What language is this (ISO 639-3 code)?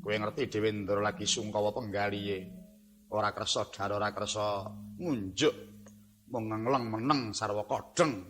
jav